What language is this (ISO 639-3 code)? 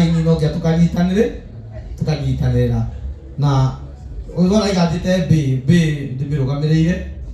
kik